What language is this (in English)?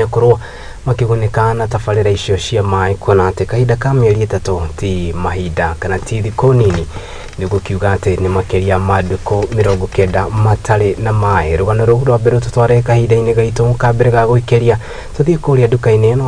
Kikuyu